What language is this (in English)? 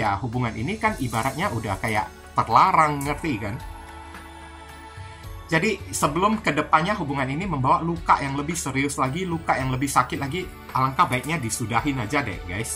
Indonesian